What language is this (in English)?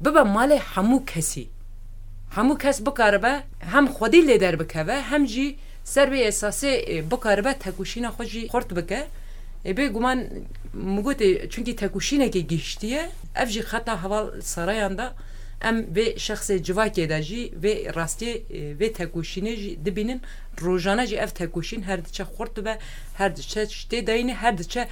Kurdish